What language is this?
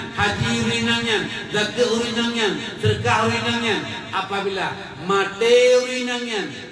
Achinese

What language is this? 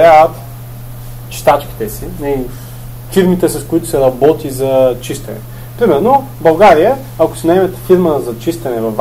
Bulgarian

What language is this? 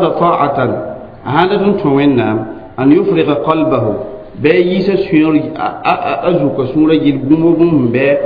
Mossi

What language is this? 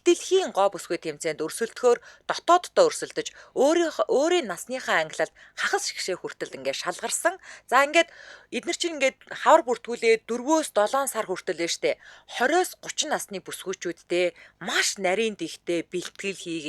Mongolian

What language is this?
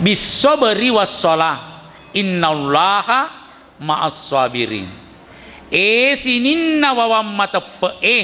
Buginese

